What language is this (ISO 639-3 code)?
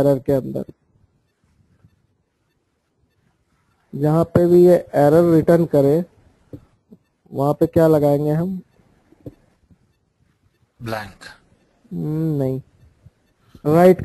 hin